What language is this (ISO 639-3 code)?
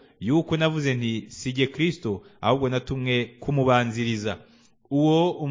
kin